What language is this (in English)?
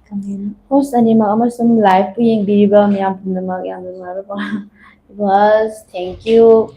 Manipuri